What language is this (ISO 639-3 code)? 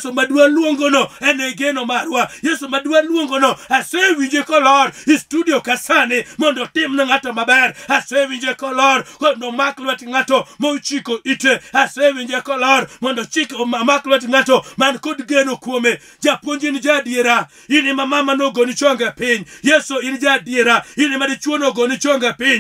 luo